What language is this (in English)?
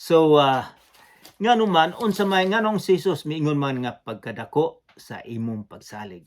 Cebuano